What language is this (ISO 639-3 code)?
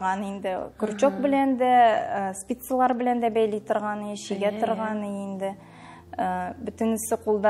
tat